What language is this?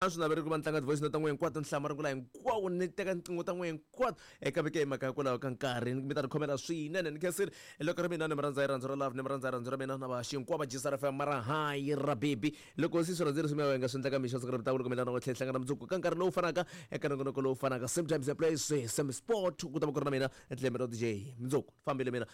Tsonga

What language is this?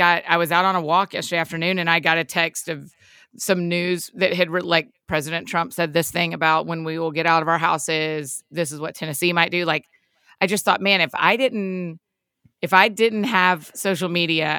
English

